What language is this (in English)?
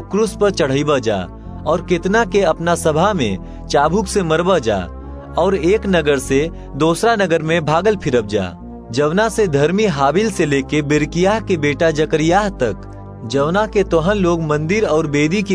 Bhojpuri